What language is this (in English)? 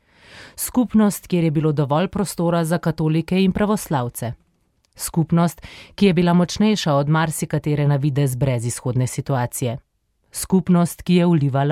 Slovenian